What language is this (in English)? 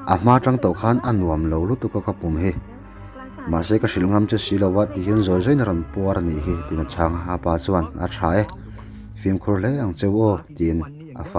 Mizo